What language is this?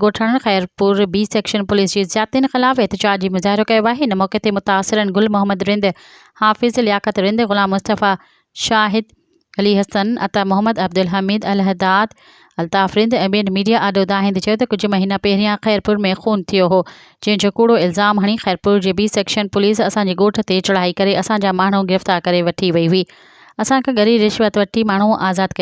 Sindhi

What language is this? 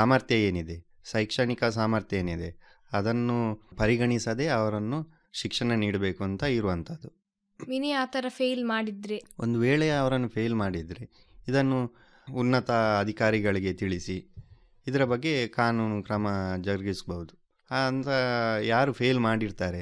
Kannada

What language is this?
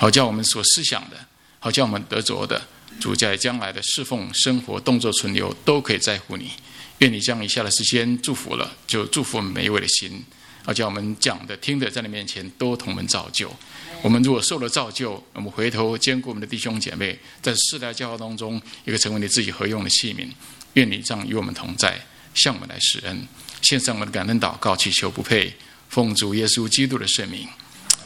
Chinese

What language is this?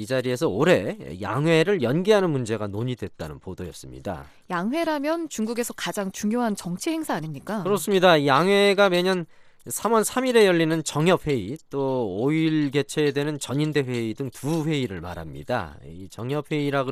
Korean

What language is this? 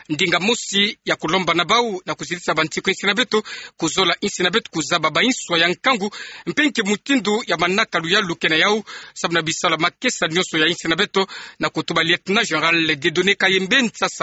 Kituba (Democratic Republic of Congo)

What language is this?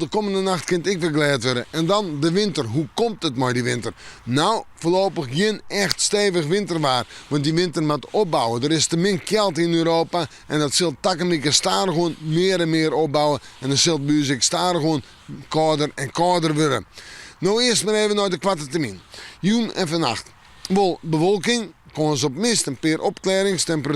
Western Frisian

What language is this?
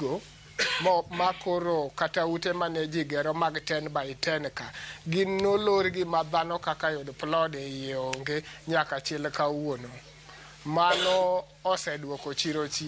Luo (Kenya and Tanzania)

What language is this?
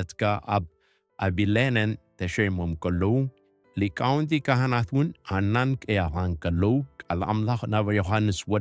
Tigrinya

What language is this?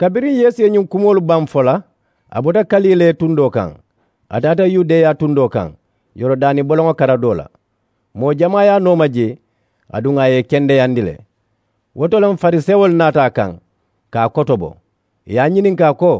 Mandingo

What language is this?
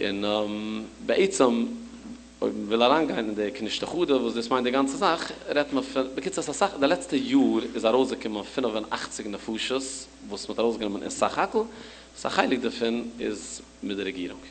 Yiddish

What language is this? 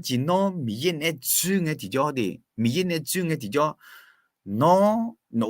Akha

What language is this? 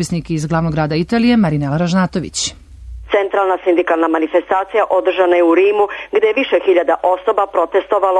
Serbian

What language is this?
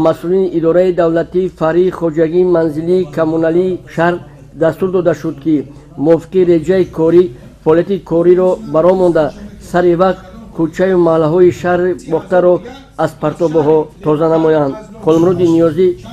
Tajik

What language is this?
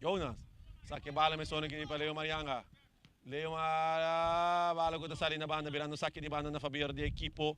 Papiamento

